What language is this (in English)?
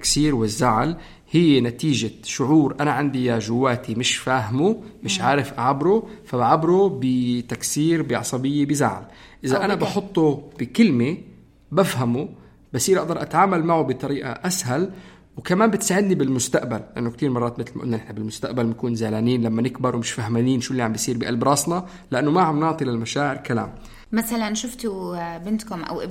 North Levantine Arabic